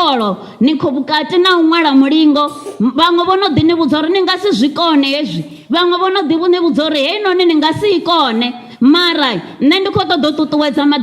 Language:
Venda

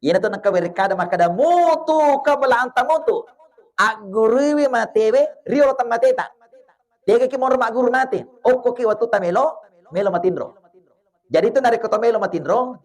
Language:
Buginese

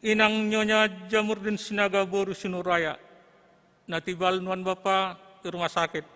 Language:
Batak Simalungun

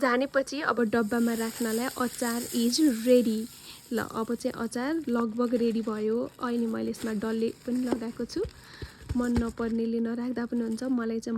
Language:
Nepali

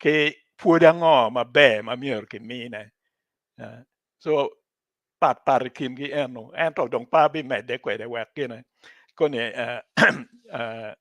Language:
Acoli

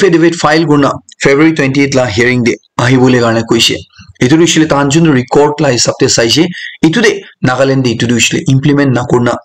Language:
Naga Pidgin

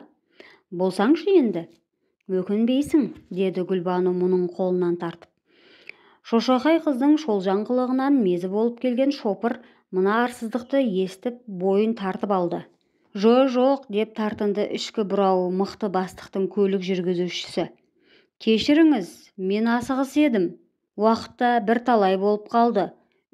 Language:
Kazakh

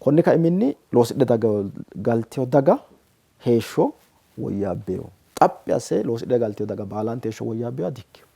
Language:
Sidamo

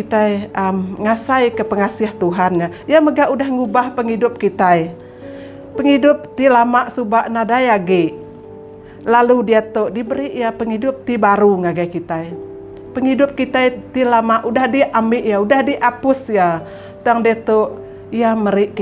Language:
Iban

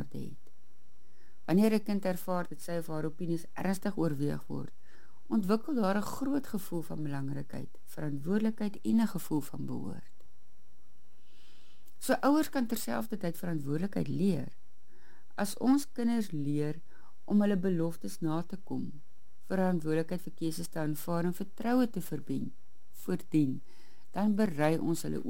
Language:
Afrikaans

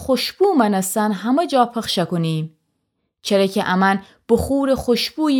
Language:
Gilaki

